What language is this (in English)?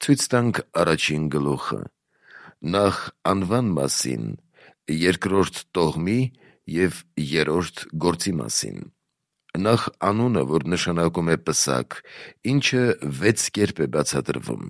Armenian